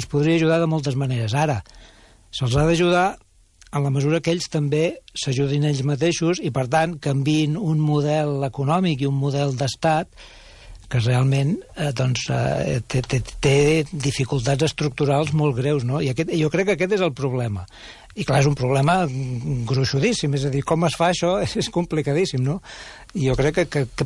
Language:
Catalan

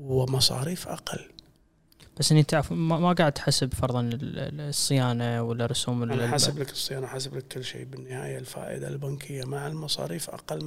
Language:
Gulf Arabic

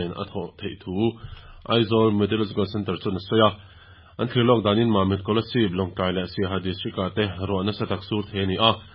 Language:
Mizo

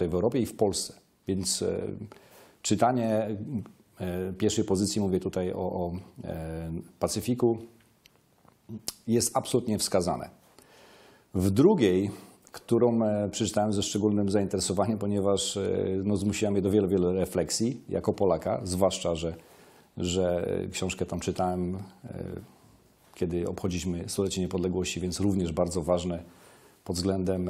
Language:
Polish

